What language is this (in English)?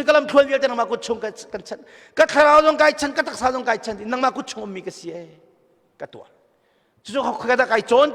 Hakha Chin